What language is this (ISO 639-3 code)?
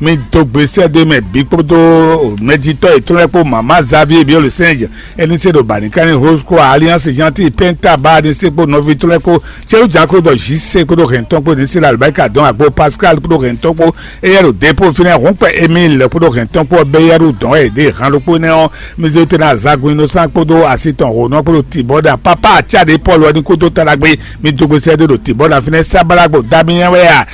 fon